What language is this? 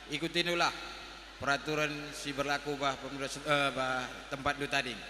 Batak Karo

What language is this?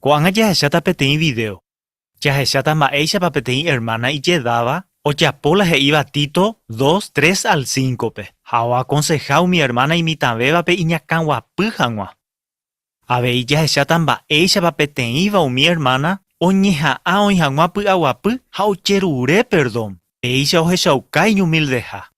Guarani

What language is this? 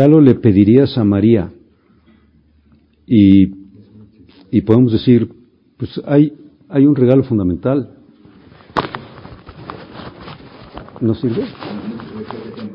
Spanish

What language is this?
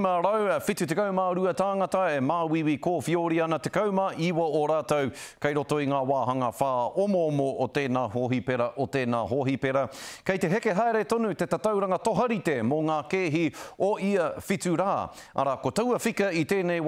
Māori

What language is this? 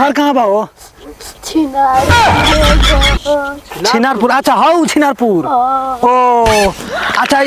Bhojpuri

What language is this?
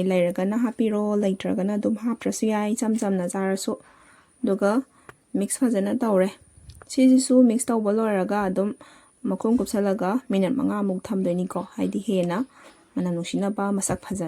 Manipuri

